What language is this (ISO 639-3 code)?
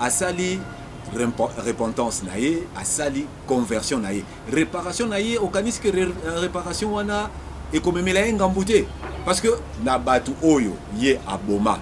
lin